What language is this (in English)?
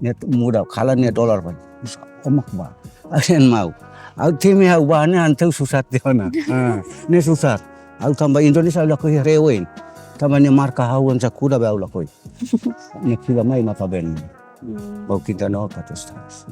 Tetum